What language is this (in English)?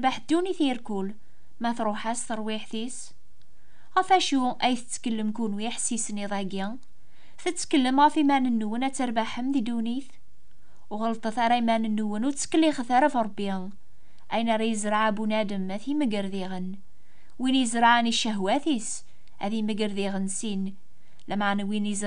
Kabyle